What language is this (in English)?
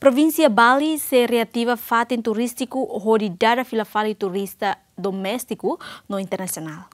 Tetum